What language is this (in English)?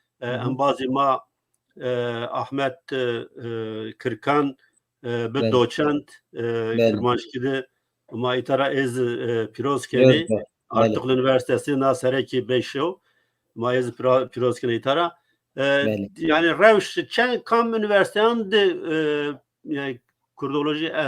Zaza